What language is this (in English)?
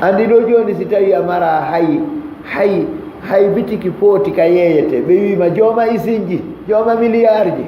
Fula